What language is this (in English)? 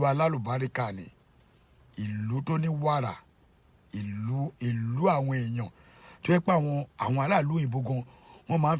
Yoruba